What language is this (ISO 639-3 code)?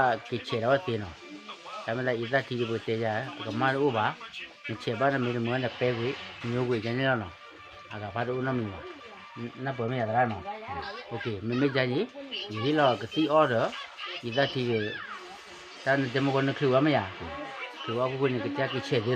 ksw